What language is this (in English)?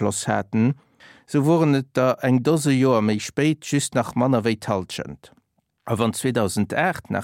Luxembourgish